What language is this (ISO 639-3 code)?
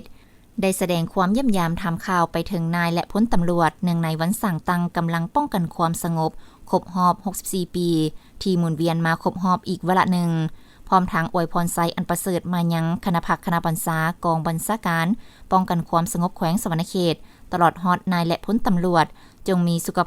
lao